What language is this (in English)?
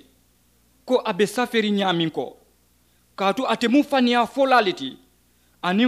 Mandingo